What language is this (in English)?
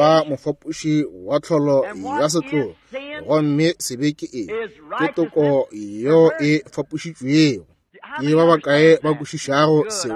Northern Sotho